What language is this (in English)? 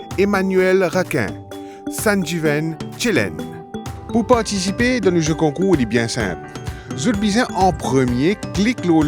Morisyen